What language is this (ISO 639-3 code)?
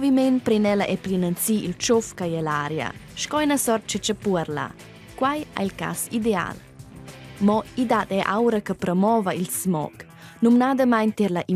roh